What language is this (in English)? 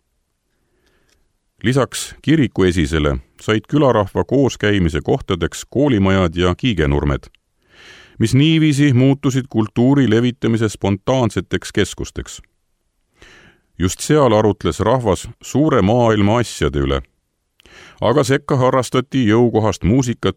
Estonian